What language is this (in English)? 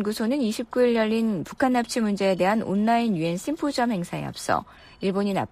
Korean